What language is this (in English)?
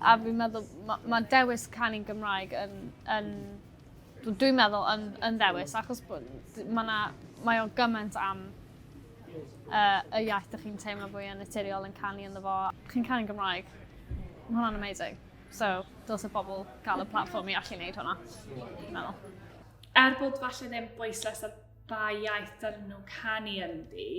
Welsh